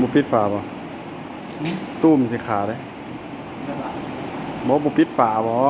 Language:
Lao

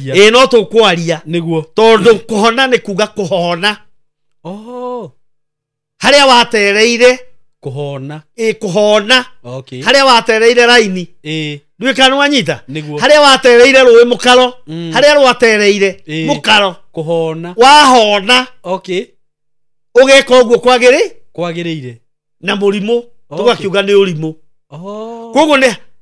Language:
Kikuyu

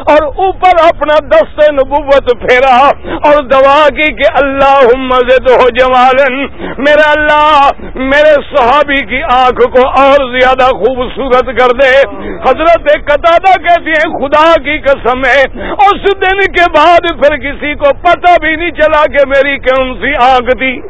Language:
Urdu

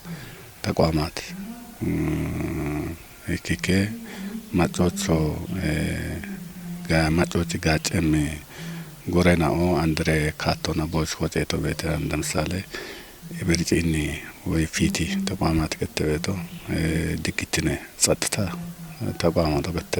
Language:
Kafa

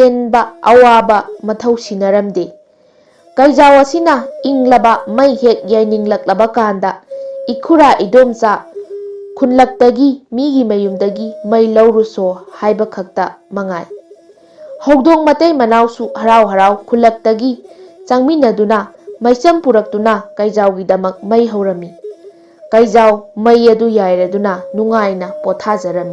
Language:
Manipuri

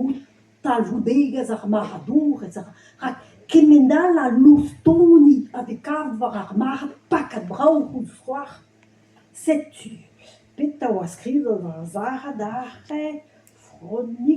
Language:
Breton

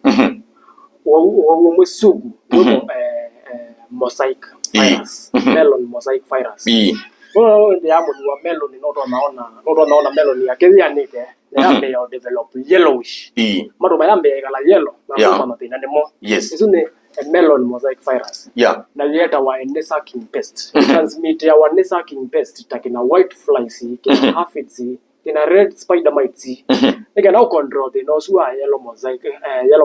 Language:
Kamba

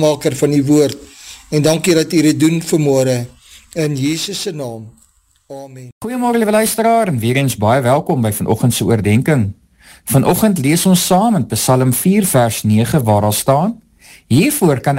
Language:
Afrikaans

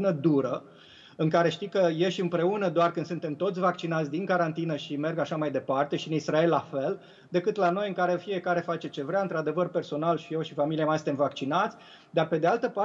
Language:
Romanian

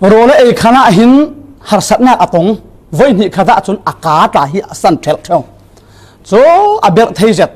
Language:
Falam Chin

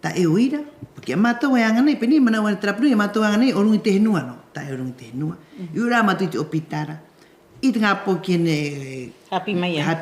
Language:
Rapanui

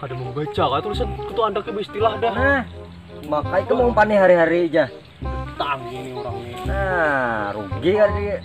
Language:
Banjar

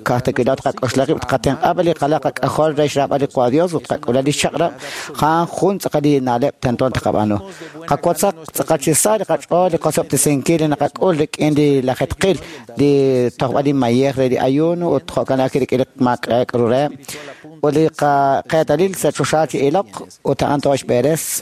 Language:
Kekchí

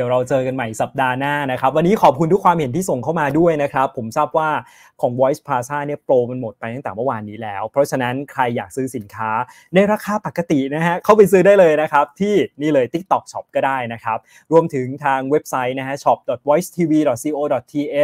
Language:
Thai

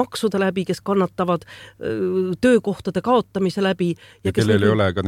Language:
Estonian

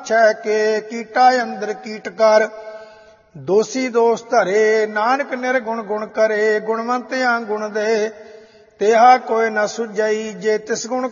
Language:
Punjabi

